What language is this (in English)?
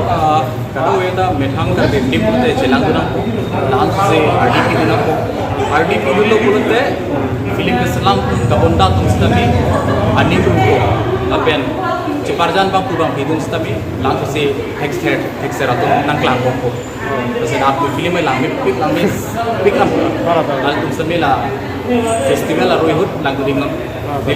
Karbi